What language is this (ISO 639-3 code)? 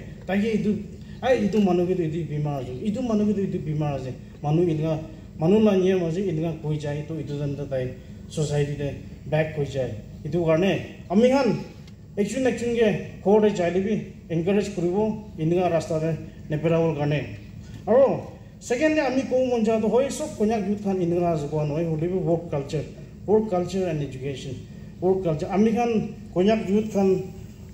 nag